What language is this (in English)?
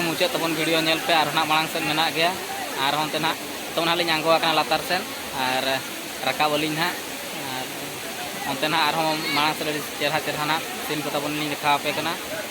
Santali